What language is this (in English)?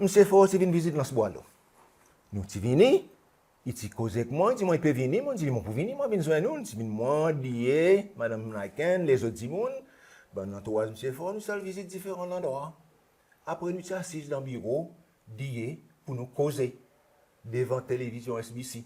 Seselwa Creole French